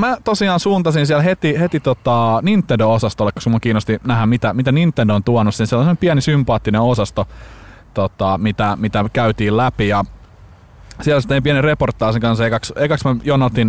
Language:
Finnish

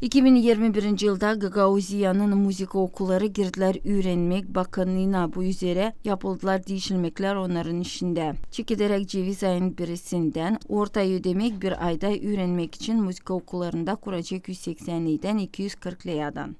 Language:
Gagauz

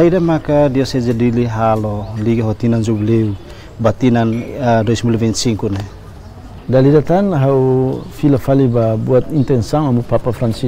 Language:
Tetum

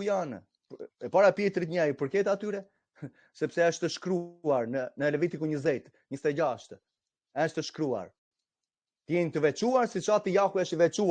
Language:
Albanian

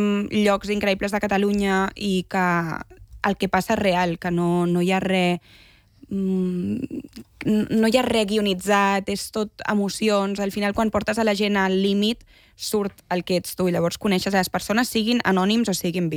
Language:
Catalan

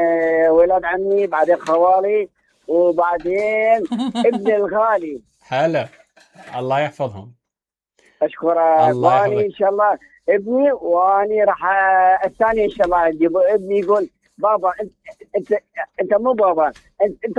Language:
Mesopotamian Arabic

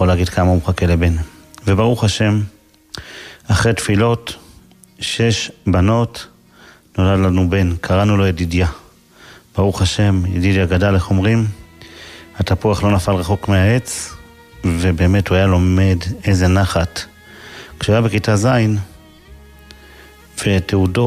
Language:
Hebrew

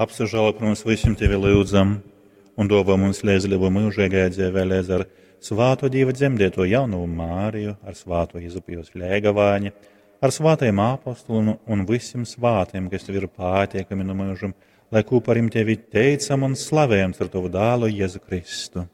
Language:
Latgalian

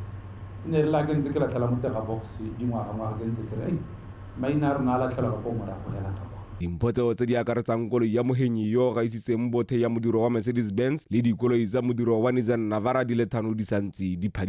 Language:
Tswana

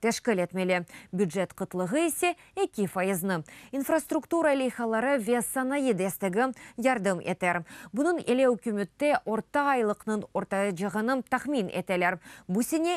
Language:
Crimean Tatar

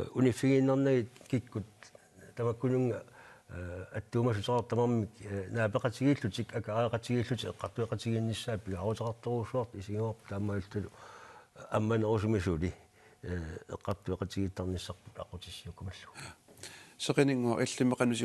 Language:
Kalaallisut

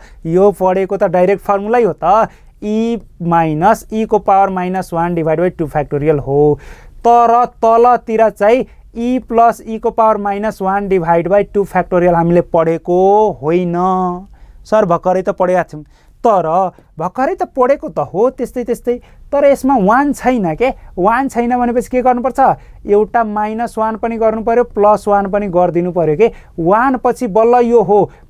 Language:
Nepali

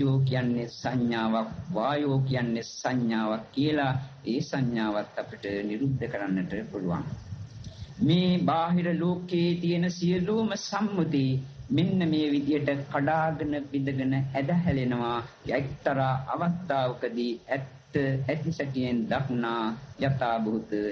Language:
Sinhala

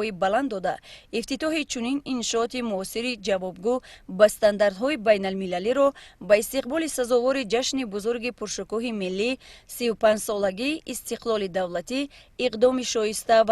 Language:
Tajik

